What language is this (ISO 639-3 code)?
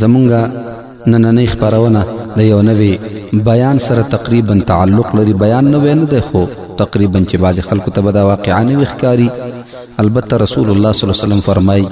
pus